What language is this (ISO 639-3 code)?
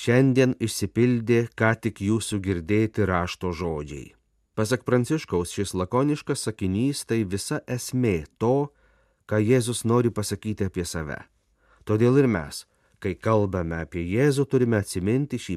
lit